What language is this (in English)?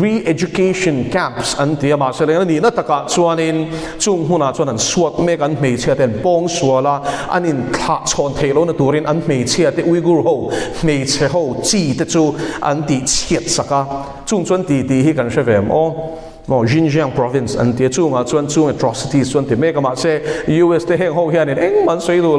Mizo